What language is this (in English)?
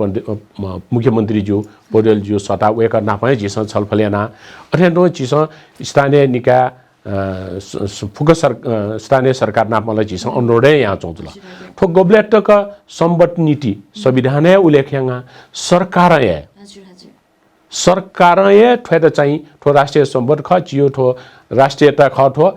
Newari